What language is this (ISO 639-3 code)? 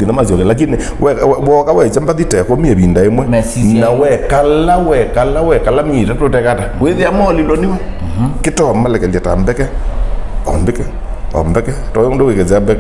kam